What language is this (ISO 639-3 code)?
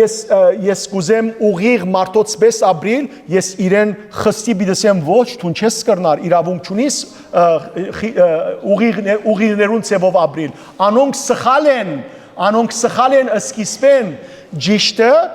hyw